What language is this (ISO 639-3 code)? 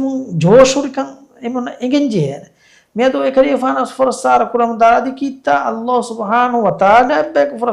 div